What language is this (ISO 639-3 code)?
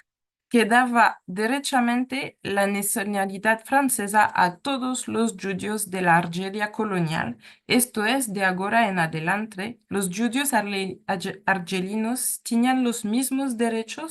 lad